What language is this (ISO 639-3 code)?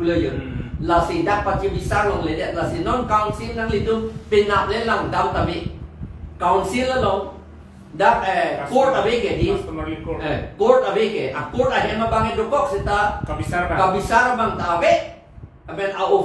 mjw